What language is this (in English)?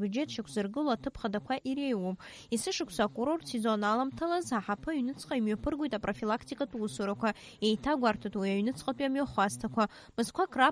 Abkhazian